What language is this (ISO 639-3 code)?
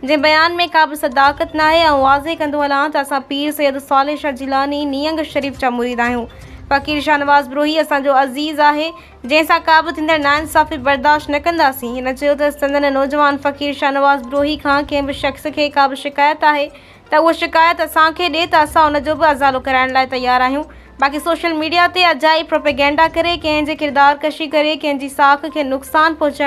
snd